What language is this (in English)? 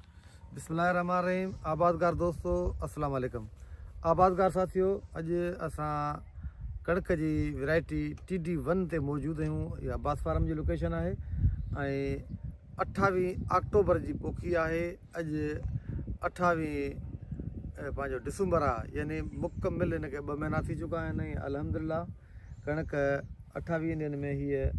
Sindhi